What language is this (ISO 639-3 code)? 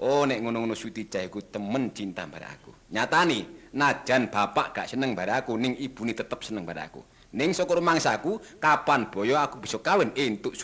jav